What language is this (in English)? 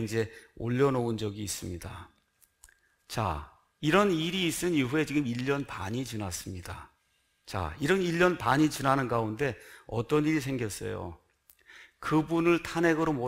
Korean